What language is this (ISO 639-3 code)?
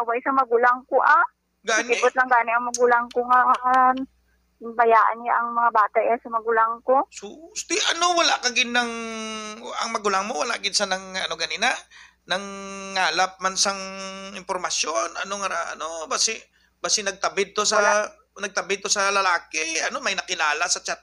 hil